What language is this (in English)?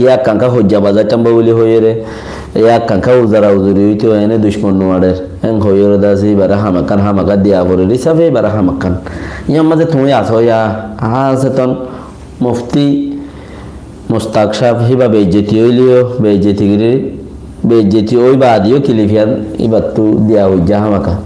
Rohingya